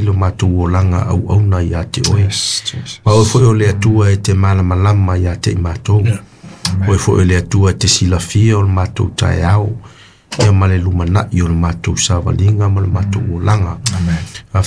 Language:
Samoan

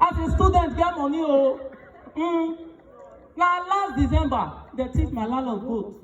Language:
Nigerian Pidgin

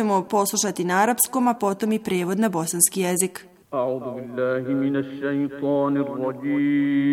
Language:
Bosnian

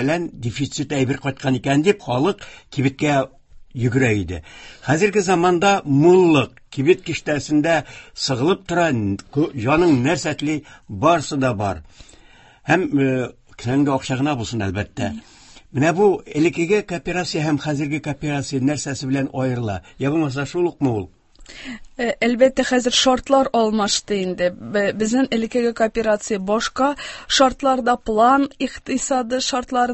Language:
Tatar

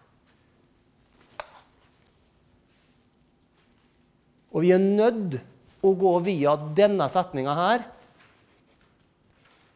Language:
Norwegian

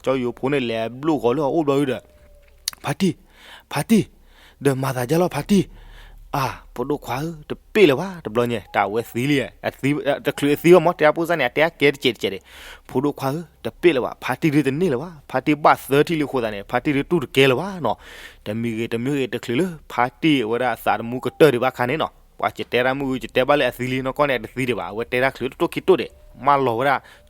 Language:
S'gaw Karen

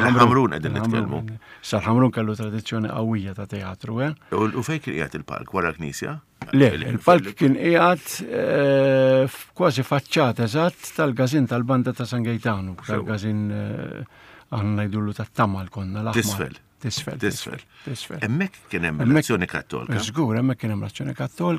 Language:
Maltese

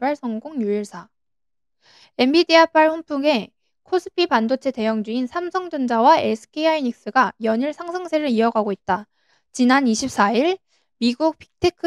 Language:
Korean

